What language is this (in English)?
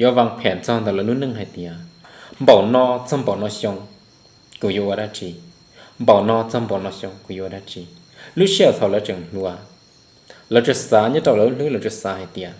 Hmong